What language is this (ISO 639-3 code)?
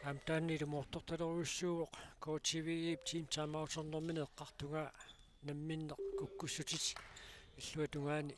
kal